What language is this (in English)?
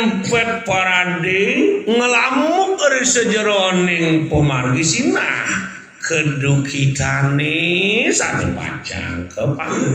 Balinese